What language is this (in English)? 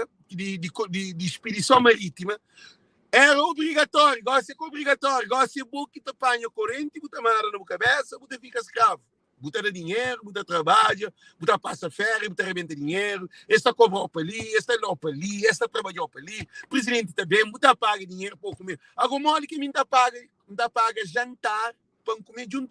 Kabuverdianu